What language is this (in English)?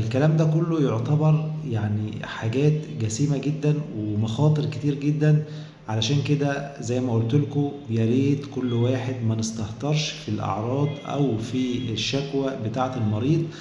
Egyptian Arabic